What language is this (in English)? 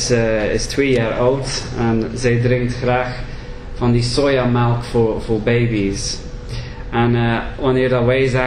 Dutch